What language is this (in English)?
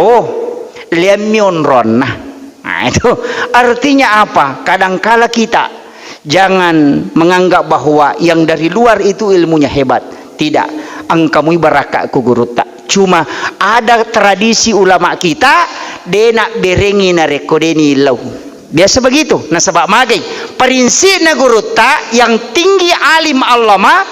Buginese